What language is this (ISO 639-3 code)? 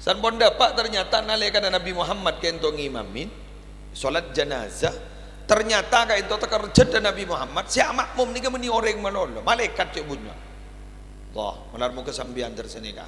mad